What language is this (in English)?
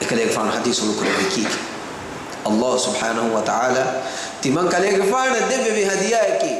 Divehi